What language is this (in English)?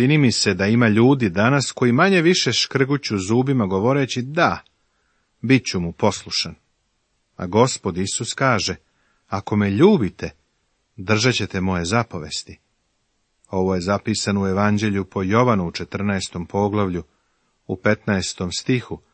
Serbian